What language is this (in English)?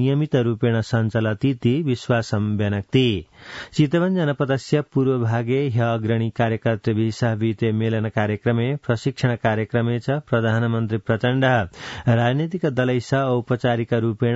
Sanskrit